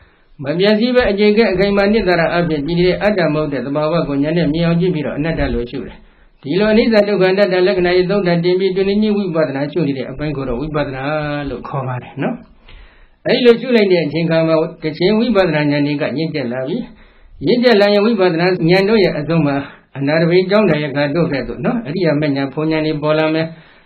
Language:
Burmese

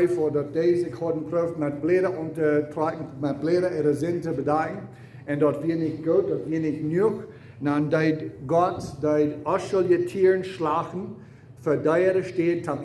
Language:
Plautdietsch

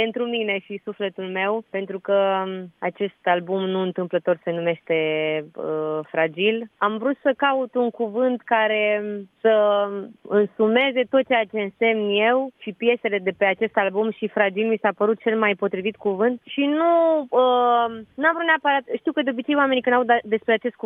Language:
Romanian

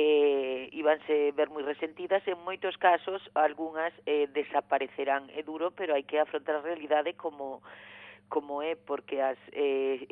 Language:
Galician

